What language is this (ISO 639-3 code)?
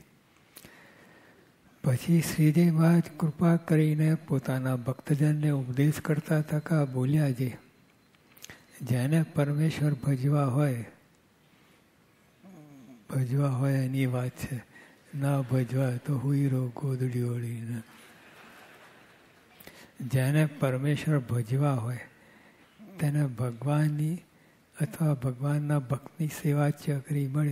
guj